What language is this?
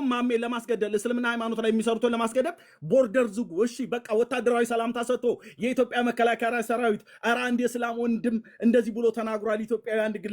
Amharic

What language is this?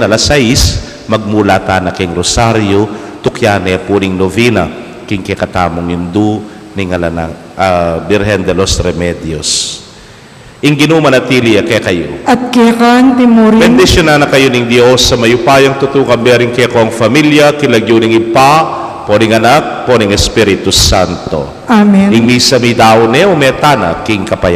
Pampanga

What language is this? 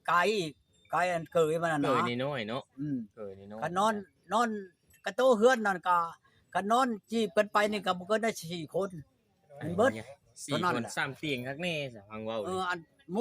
Northeastern Thai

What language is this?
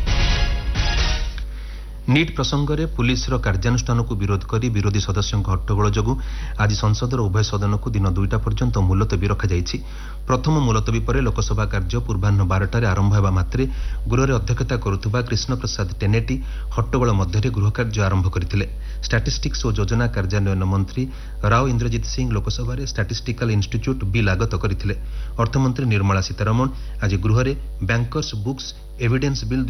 Odia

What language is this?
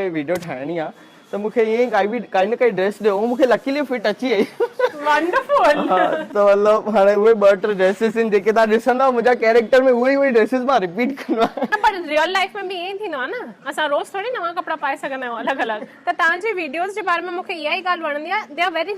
Sindhi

